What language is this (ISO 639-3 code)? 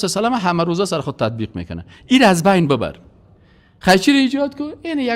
fas